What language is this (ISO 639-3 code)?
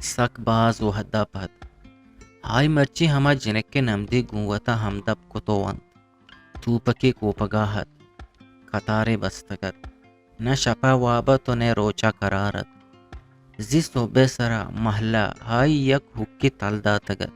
bgp